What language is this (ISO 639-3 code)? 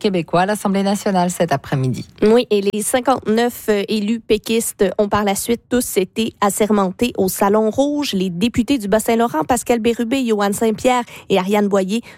fra